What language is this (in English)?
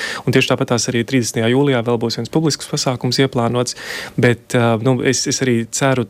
Latvian